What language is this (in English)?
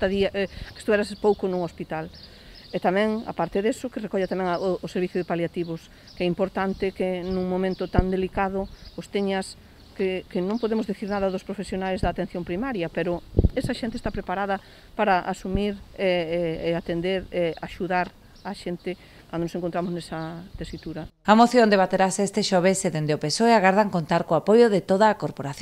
Galician